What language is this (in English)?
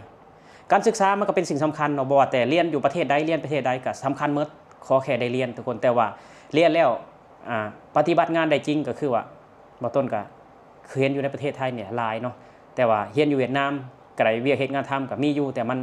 Lao